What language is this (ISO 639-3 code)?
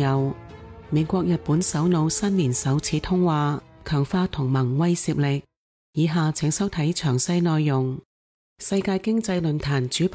yue